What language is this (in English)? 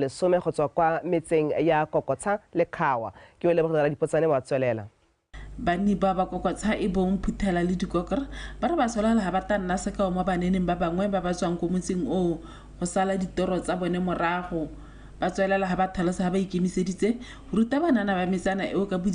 Tswana